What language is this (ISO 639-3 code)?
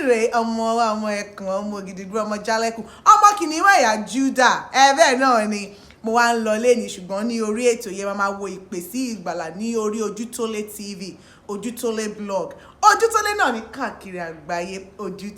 yor